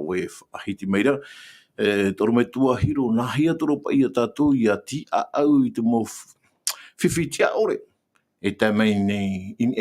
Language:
Tahitian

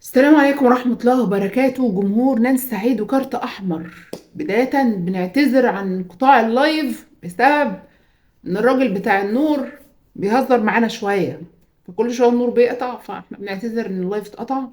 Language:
Egyptian Arabic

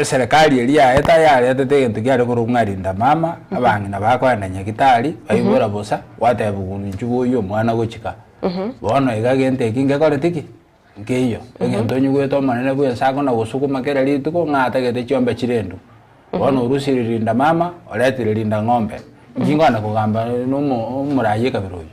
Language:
Gusii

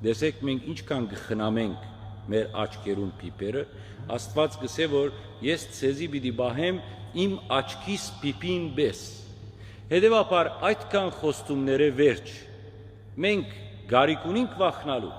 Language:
Western Armenian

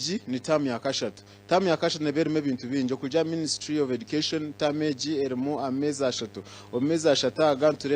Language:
Nyankole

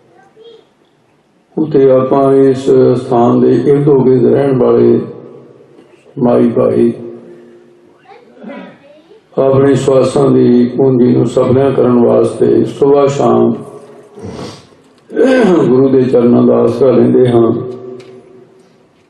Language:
Punjabi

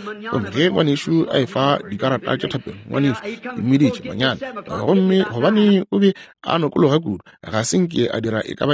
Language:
Northern Sotho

